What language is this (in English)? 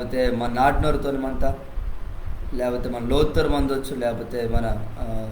Koya